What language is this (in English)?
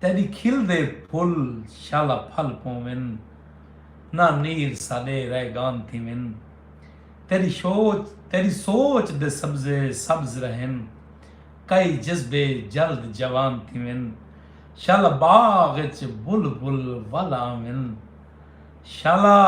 Saraiki